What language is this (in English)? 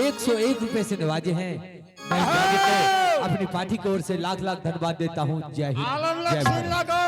Angika